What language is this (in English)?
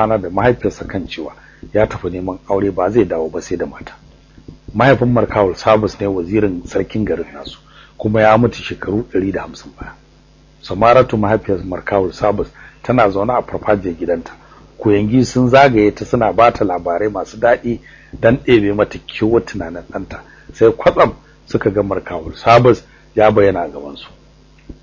Hausa